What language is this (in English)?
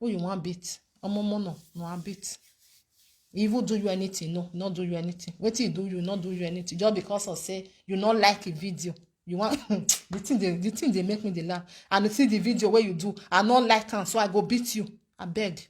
Nigerian Pidgin